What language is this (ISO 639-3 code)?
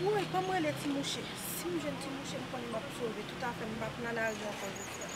hat